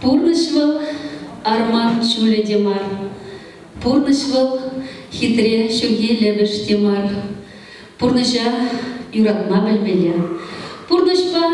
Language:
Chuvash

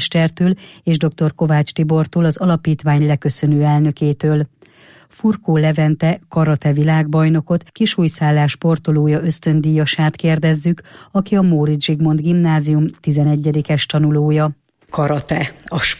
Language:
Hungarian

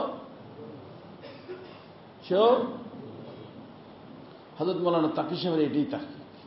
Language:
Bangla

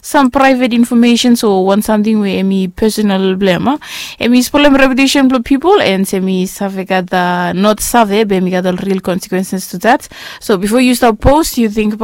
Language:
Bislama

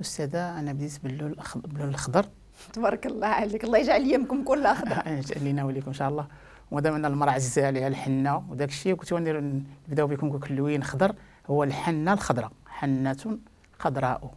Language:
Moroccan Arabic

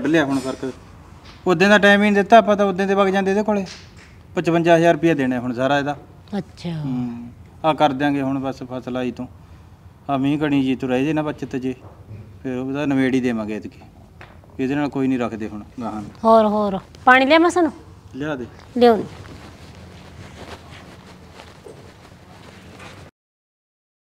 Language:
Punjabi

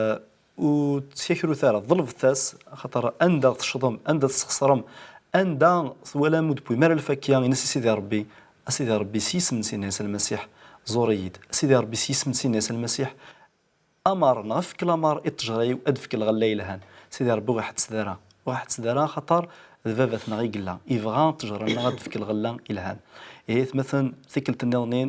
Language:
Kabyle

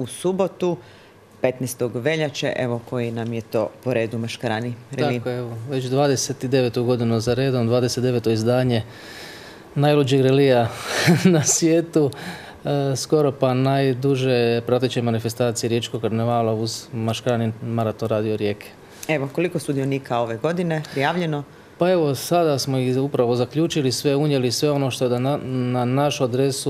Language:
Croatian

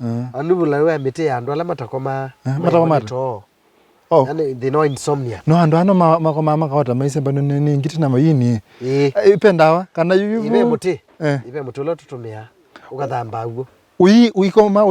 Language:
Kamba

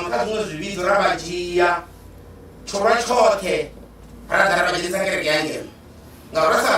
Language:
Venda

